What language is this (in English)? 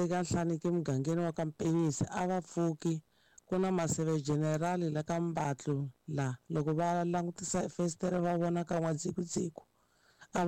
Tsonga